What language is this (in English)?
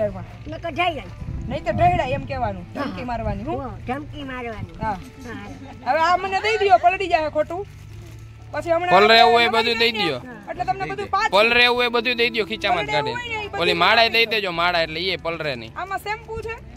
Gujarati